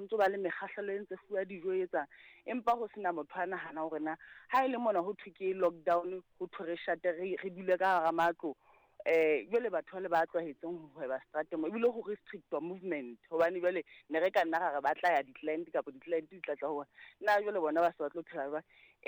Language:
Southern Sotho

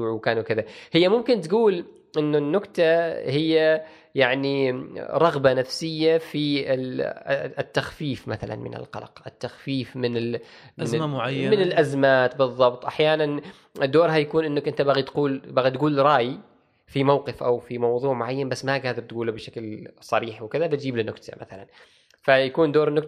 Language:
Gulf Arabic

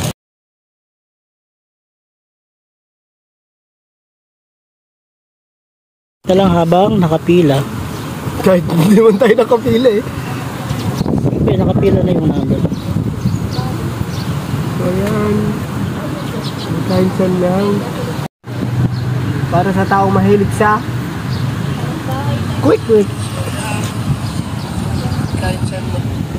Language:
Filipino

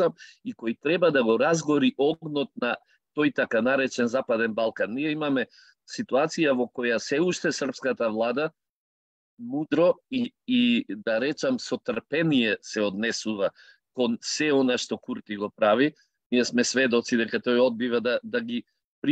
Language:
Macedonian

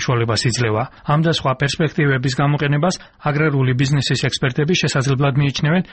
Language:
Georgian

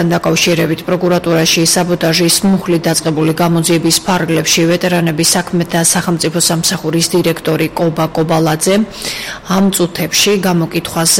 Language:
Georgian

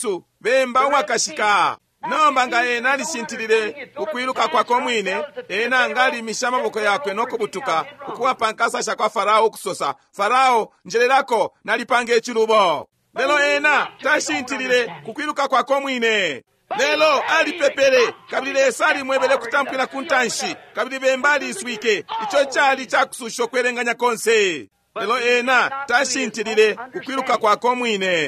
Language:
Bemba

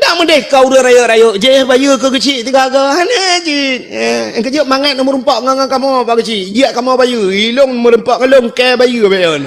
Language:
Achinese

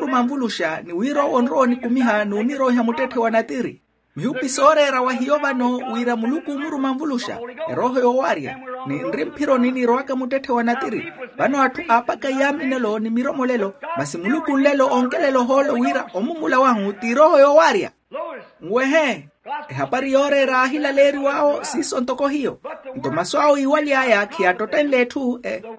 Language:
Makhuwa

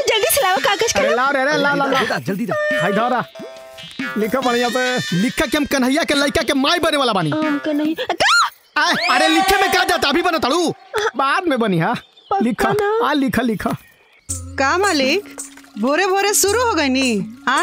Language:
Bhojpuri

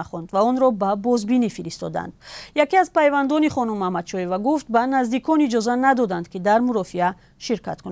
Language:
Tajik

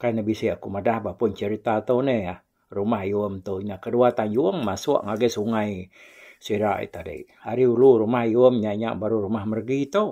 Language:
Iban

